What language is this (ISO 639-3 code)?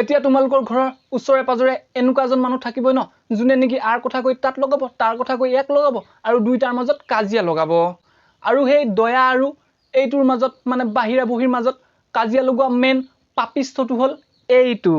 asm